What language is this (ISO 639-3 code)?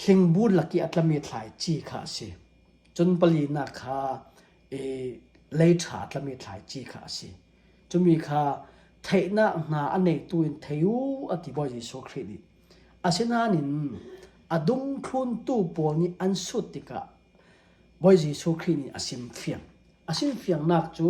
cfm